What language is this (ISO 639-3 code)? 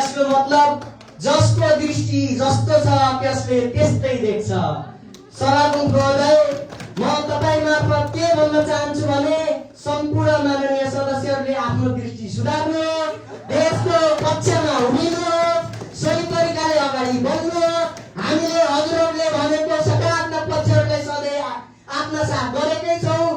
nep